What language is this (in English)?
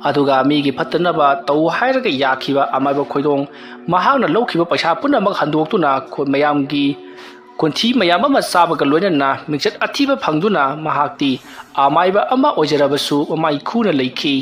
Manipuri